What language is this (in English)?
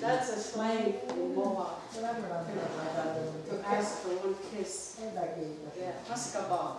Mohawk